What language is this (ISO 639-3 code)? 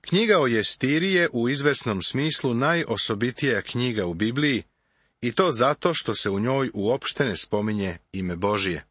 srp